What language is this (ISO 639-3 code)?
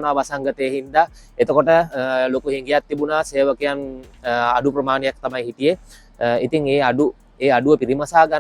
sin